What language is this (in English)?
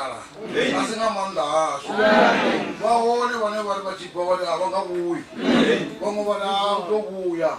Venda